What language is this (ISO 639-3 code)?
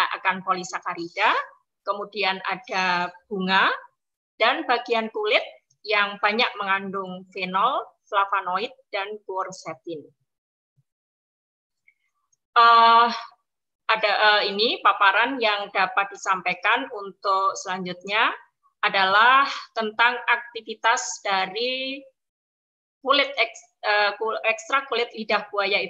ind